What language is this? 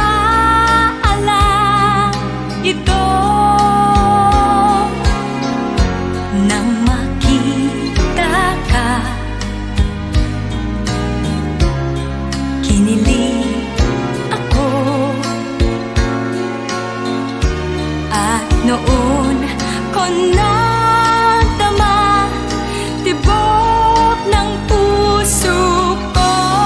Filipino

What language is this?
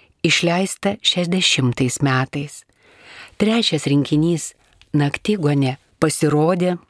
Lithuanian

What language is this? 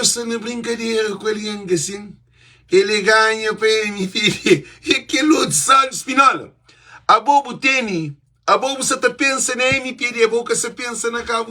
Kabuverdianu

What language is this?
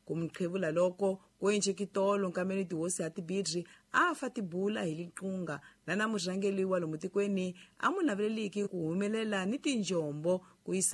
Tsonga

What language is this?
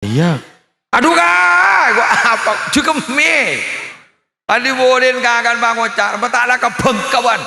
Madurese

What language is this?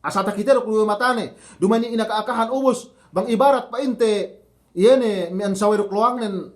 Yakan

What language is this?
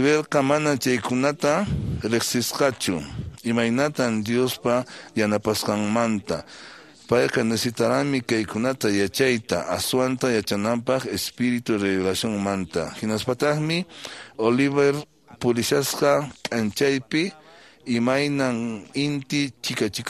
Quechua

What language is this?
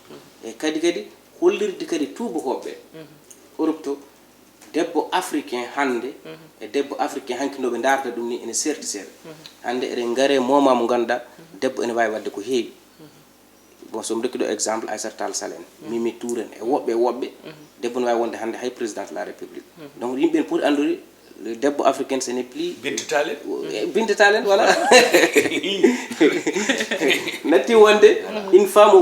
Fula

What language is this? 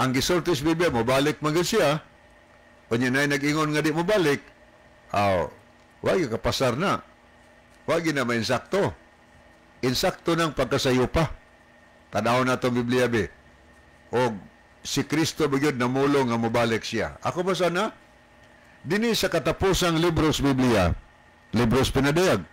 Cebuano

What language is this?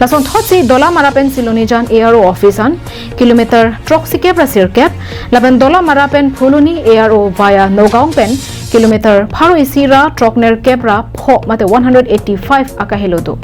Karbi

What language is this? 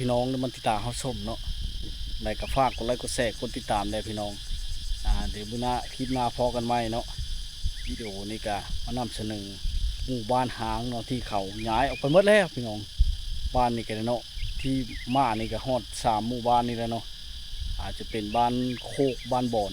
Lao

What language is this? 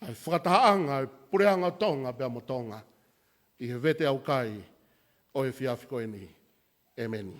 Tongan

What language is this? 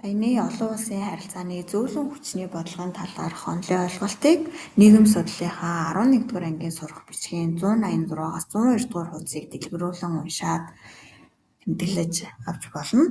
Mongolian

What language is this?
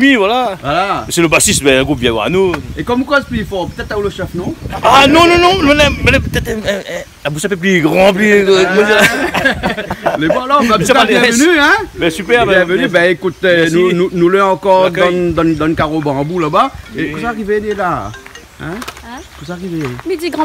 Réunion Creole French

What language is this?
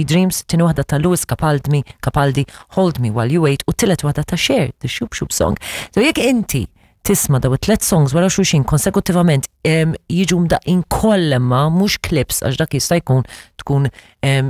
Maltese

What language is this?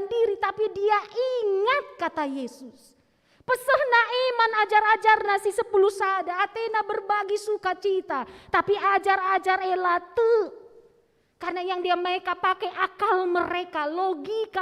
Batak Karo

